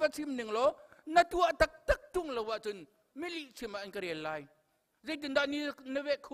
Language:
Hakha Chin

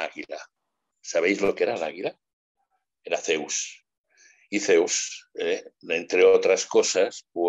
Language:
Spanish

